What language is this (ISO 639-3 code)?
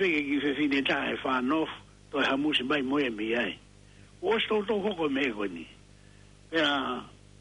ton